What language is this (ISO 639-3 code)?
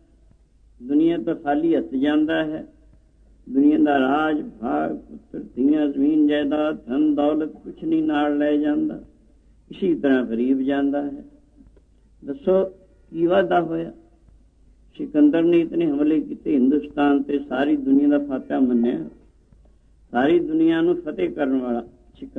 pan